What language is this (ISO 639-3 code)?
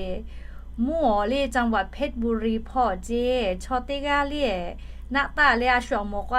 lhu